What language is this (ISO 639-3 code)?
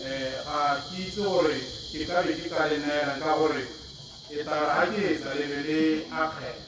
tsn